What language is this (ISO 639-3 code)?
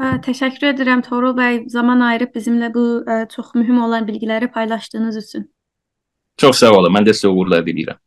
azb